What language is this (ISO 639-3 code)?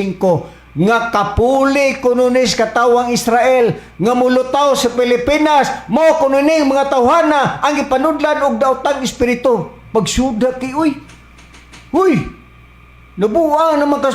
ceb